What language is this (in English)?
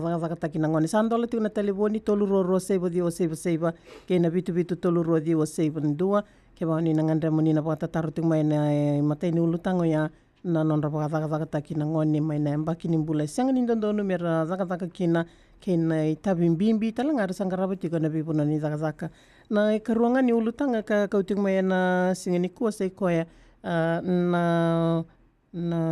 Fijian